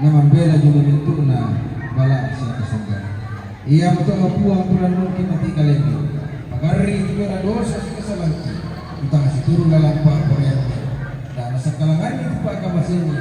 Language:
Toraja-Sa'dan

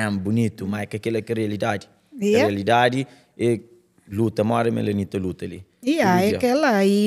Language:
Kabuverdianu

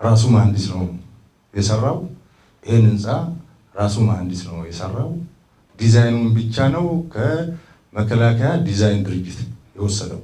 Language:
Amharic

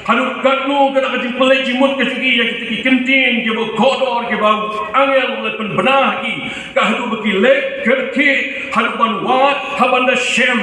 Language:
Khasi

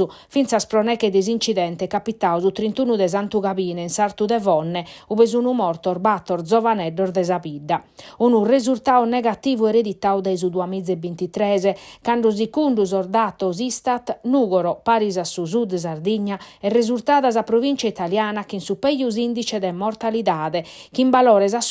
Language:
Sardinian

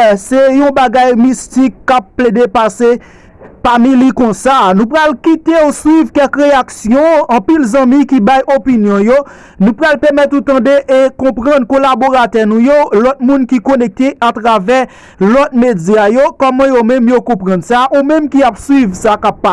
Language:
Haitian Creole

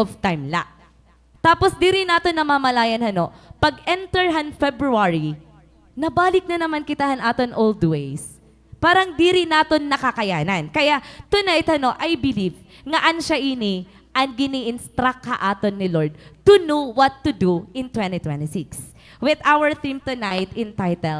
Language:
Waray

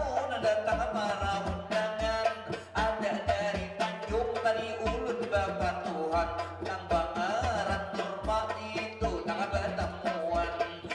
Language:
Banjar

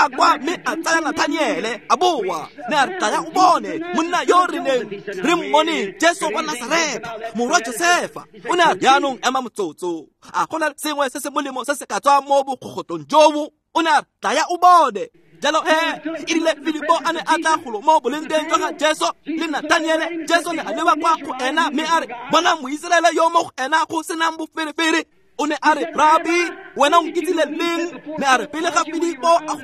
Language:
Tswana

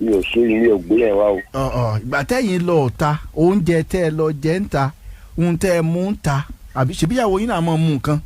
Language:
Yoruba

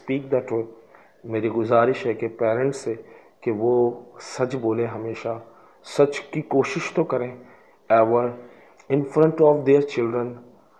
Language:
Urdu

